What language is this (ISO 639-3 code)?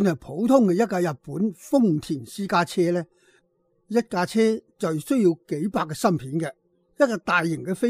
yue